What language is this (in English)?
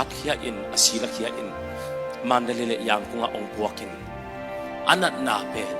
Tedim Chin